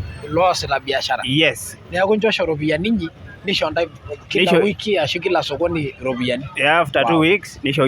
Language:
Masai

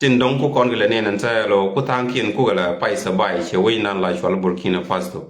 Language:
Nuer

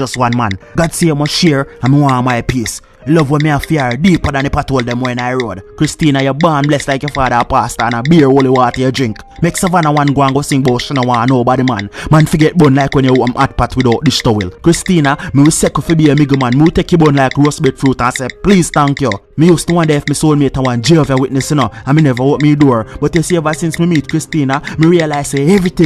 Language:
Jamaican Creole English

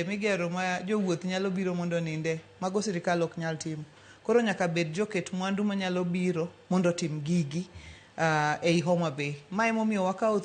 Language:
Luo (Kenya and Tanzania)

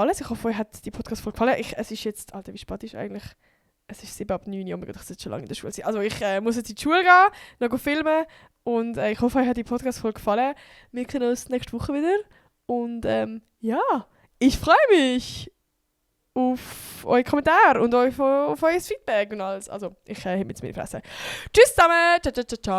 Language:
Swiss German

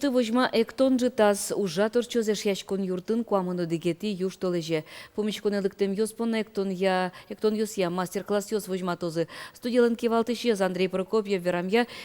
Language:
Udmurt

